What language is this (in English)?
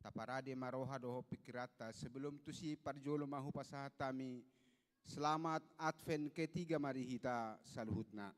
Batak Toba